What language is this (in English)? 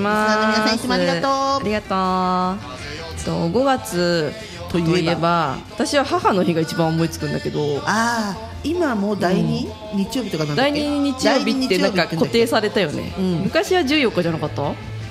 Japanese